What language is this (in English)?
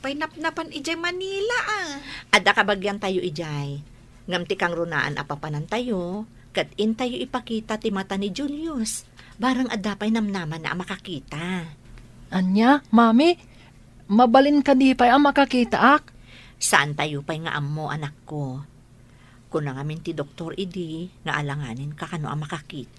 Iloko